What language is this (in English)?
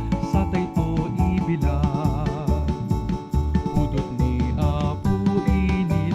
Iloko